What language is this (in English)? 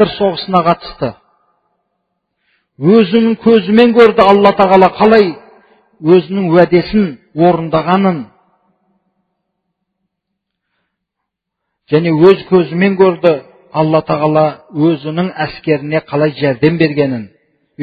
Kazakh